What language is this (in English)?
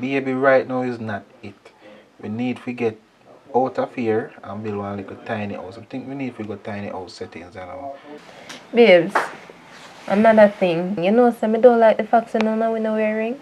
Jamaican Creole English